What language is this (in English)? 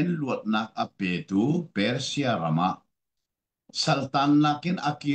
Hakha Chin